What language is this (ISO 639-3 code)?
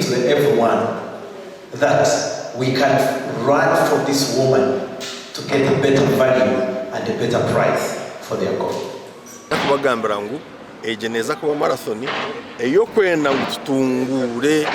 nyn